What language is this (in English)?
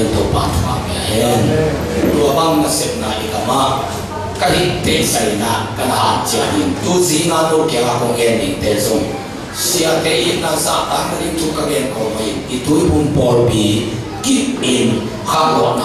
Tedim Chin